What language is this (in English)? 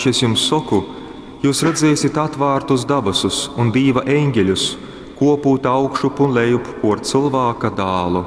Latgalian